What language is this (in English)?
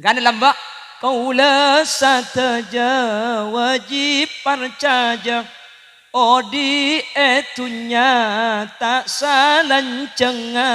Madurese